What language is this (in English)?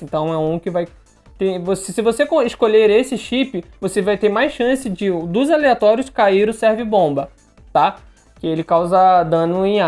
Portuguese